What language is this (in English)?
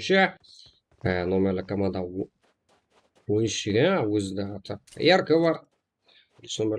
Kara-Kalpak